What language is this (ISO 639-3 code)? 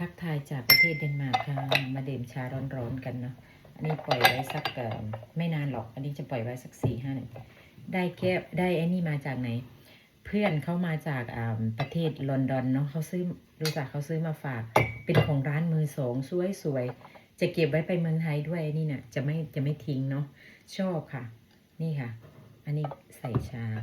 lao